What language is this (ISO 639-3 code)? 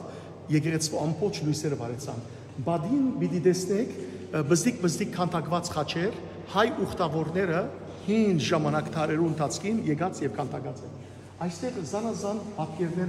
hyw